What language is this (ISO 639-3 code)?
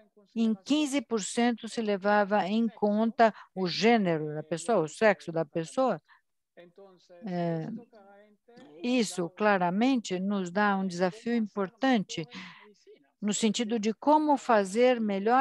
por